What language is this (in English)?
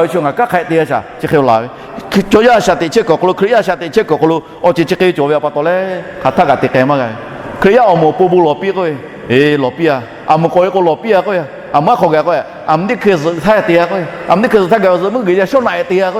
Lahu